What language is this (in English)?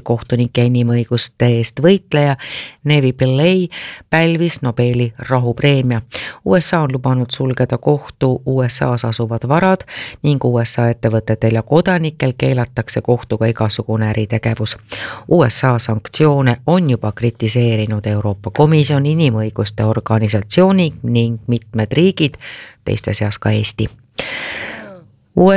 Estonian